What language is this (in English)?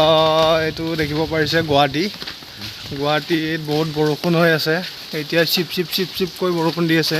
Assamese